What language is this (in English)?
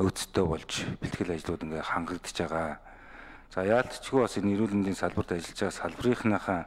Mongolian